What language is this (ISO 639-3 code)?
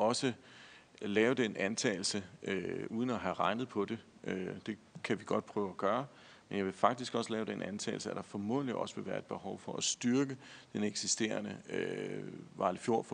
dan